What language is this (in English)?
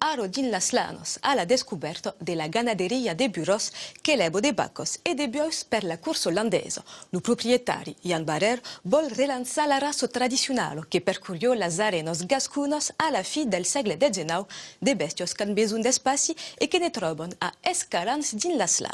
Occitan